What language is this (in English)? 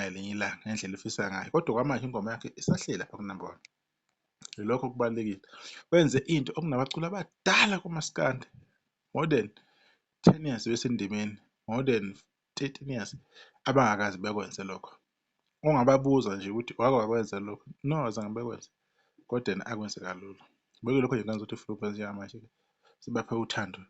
Zulu